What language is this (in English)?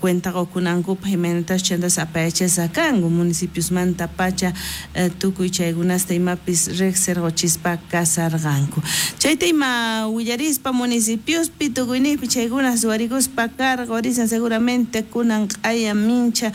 South Bolivian Quechua